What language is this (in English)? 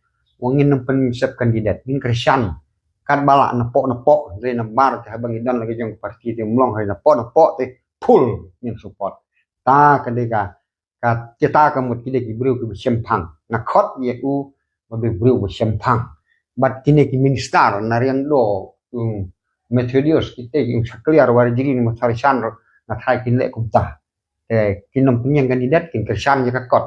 Khasi